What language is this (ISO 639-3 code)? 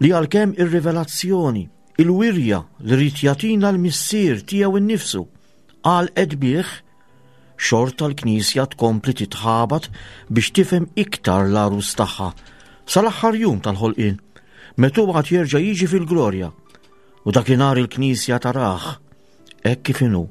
mlt